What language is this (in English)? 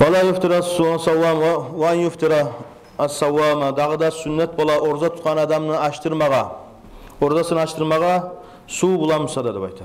Kumyk